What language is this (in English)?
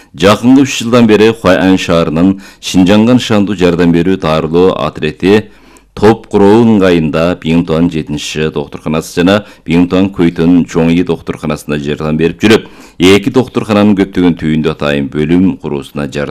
Kyrgyz